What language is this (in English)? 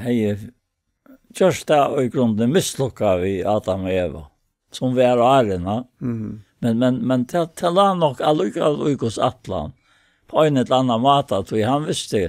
Faroese